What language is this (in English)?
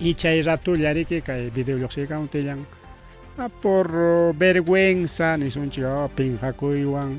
Ayacucho Quechua